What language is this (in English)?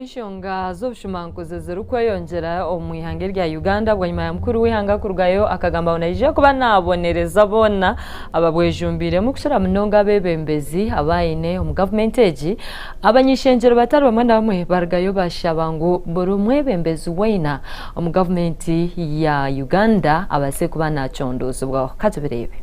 Nyankole